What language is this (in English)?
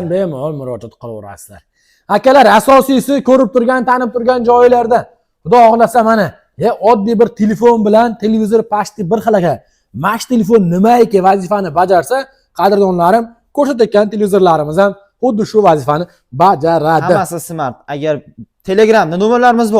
Uzbek